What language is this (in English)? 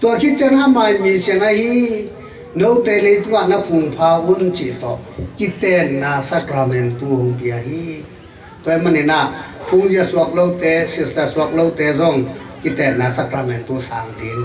Tedim Chin